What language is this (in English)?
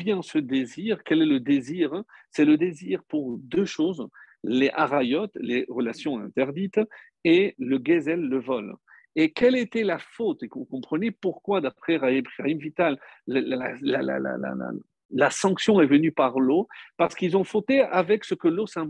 French